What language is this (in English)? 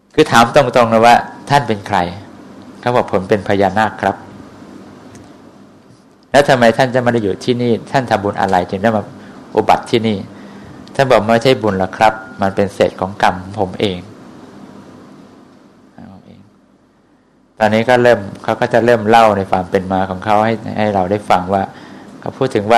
Thai